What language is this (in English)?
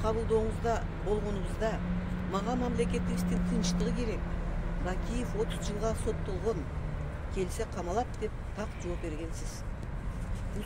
Kyrgyz